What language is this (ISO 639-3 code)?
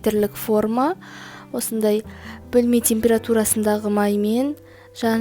kaz